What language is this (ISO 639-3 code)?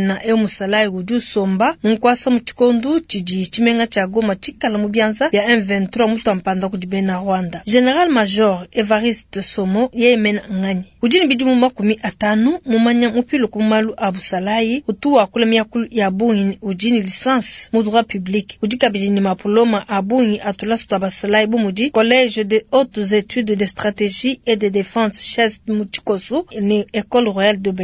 lua